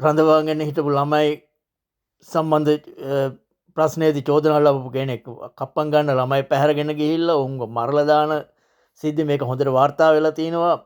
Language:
Sinhala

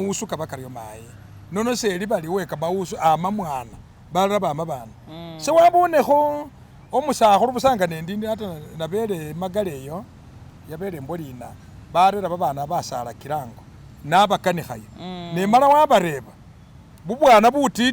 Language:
Masaaba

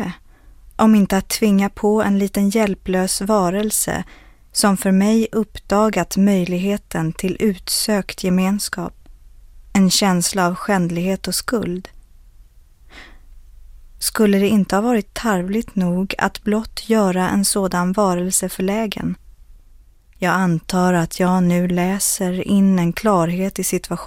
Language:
Swedish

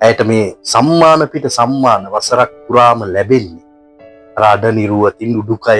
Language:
Sinhala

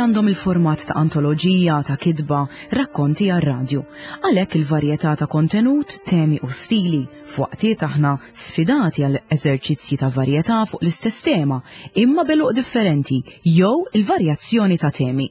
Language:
Maltese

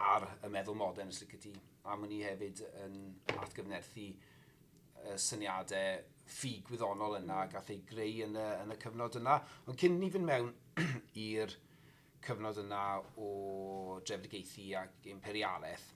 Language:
Welsh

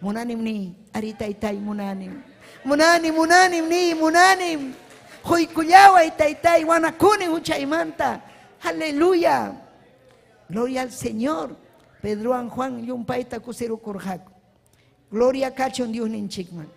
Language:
Ayacucho Quechua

